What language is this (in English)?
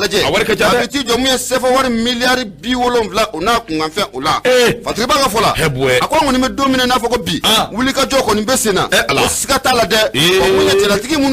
Bambara